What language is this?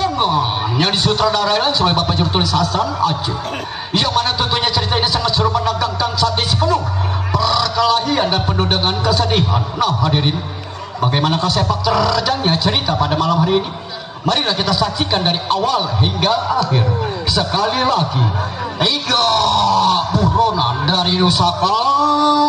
Betawi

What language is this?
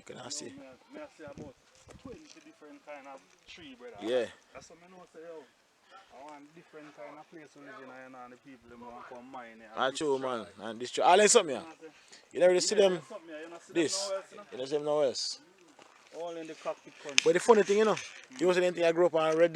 Jamaican Creole English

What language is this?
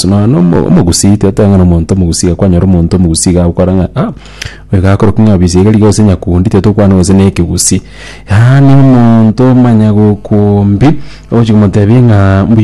Gusii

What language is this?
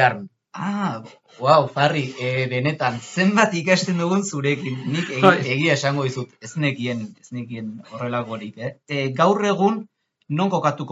Basque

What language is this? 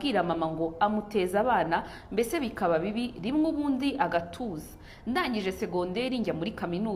Kinyarwanda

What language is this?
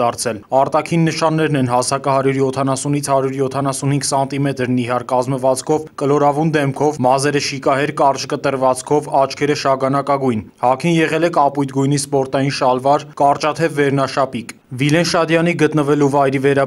Armenian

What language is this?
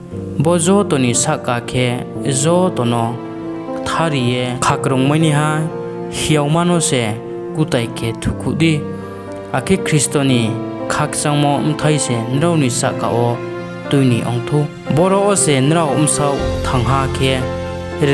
Riang (India)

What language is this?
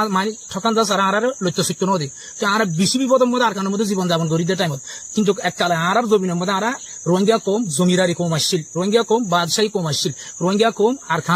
Rohingya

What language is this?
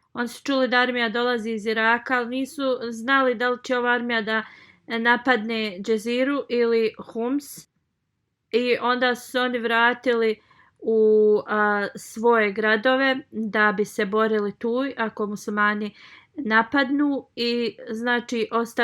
Bosnian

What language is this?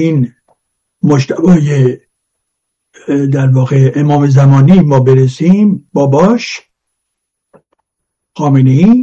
Persian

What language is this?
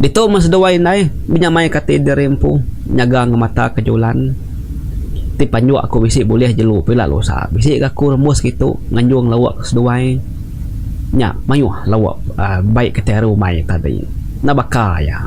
Iban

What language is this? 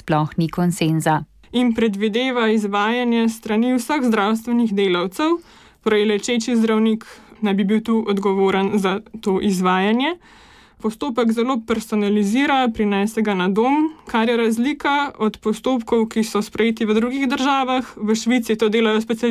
Slovenian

